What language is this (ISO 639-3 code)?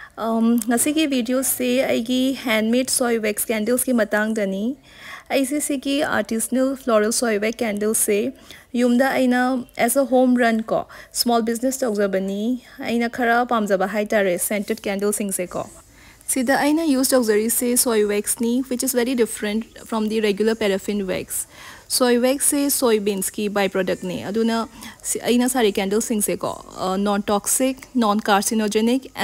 mni